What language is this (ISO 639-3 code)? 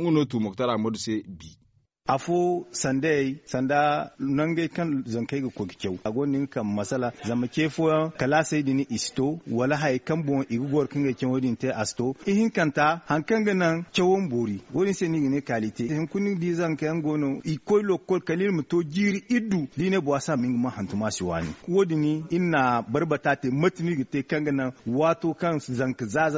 dje